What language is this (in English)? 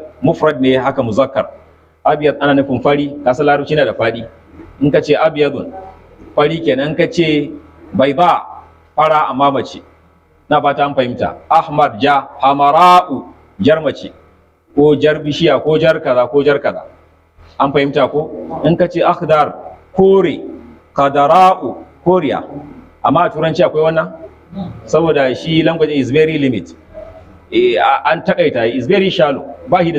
Hausa